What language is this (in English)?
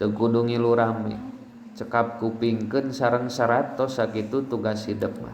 Sundanese